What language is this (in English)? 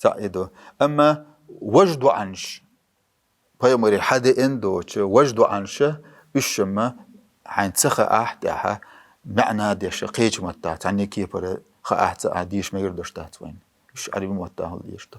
Chechen